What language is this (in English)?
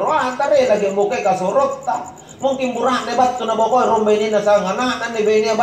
Makasar